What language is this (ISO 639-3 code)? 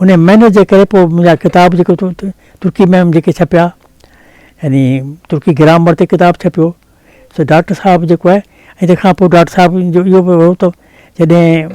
snd